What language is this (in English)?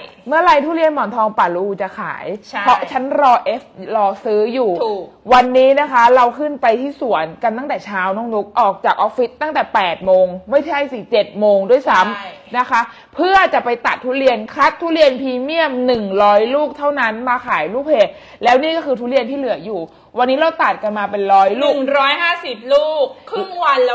Thai